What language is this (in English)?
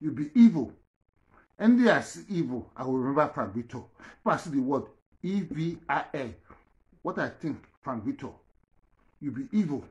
Nigerian Pidgin